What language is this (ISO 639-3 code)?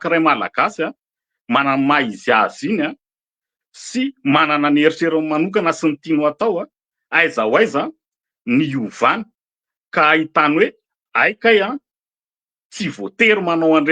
mlg